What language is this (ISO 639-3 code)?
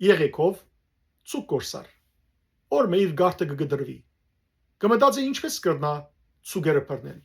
hyw